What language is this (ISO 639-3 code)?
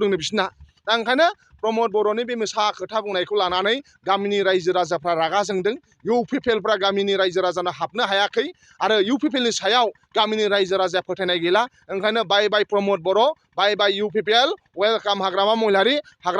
brx